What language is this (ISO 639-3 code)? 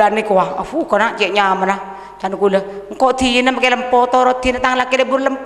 mad